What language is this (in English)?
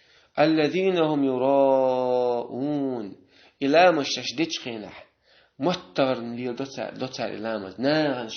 Chechen